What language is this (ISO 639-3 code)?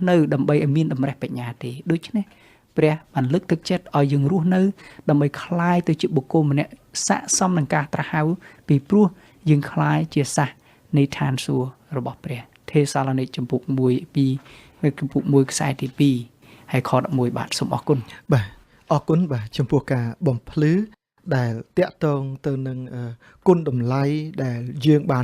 khm